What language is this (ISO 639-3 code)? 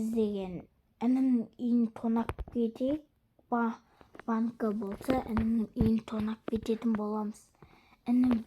kaz